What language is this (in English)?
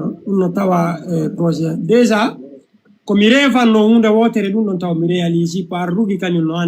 Fula